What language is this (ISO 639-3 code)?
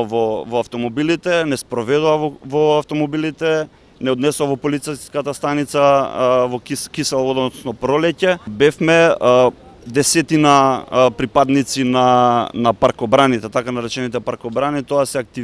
mkd